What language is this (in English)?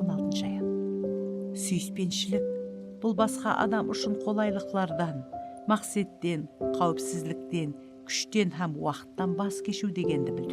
Kara-Kalpak